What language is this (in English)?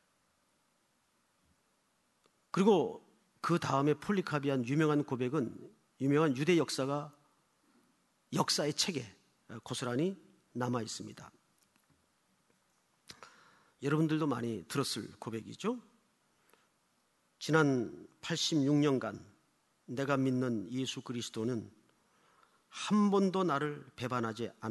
Korean